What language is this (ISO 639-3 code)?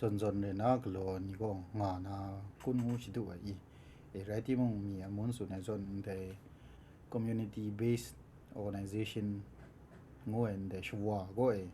kac